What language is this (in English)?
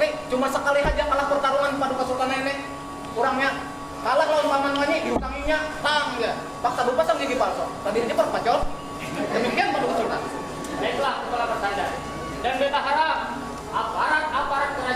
Banjar